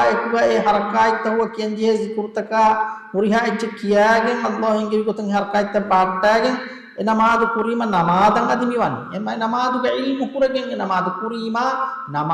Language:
Divehi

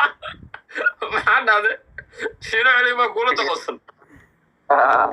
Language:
Somali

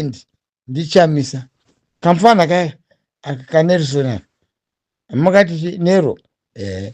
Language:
Shona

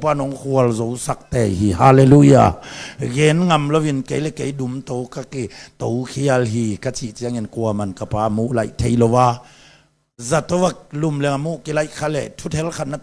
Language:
Tedim Chin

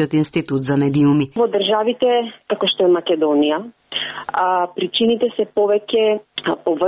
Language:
Macedonian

